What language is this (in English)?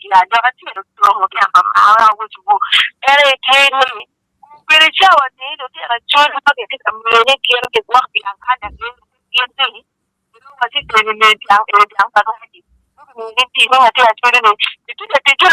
Acoli